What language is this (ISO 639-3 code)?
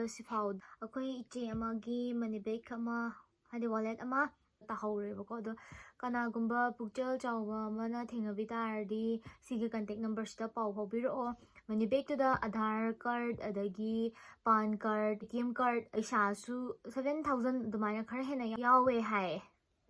mni